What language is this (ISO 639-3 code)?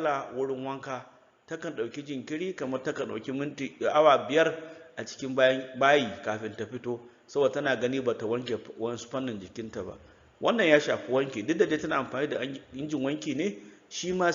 hau